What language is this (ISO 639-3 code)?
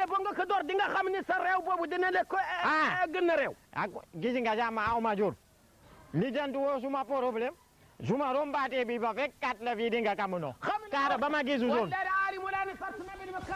wol